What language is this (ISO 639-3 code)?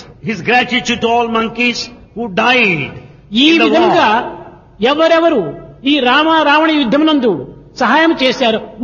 tel